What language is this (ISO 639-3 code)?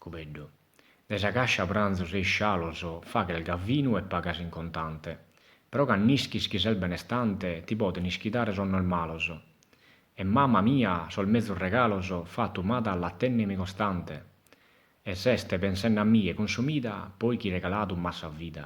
srd